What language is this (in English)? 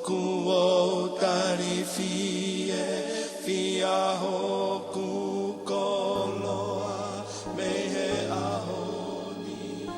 Tongan